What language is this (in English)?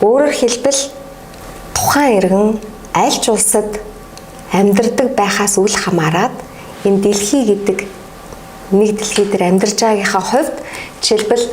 Mongolian